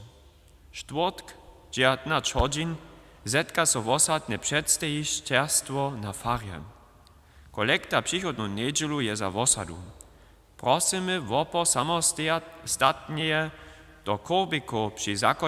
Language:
Upper Sorbian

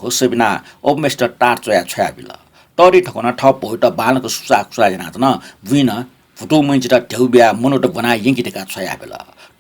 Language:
Newari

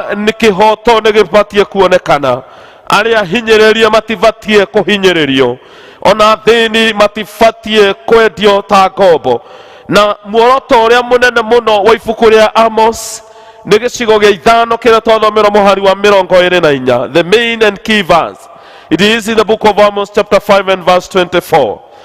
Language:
Kikuyu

